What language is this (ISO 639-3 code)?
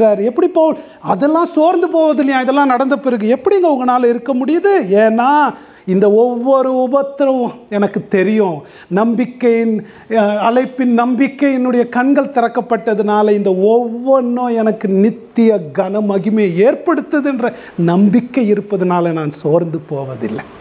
tam